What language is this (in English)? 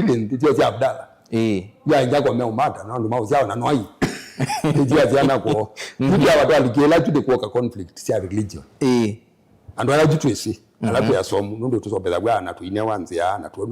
Kamba